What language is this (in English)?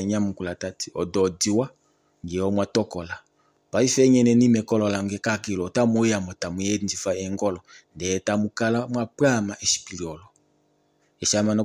Kuanyama